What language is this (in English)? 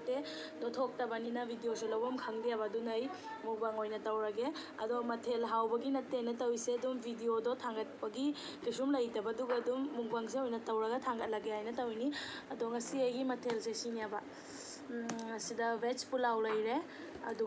Manipuri